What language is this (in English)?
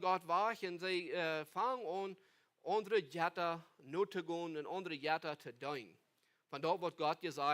Plautdietsch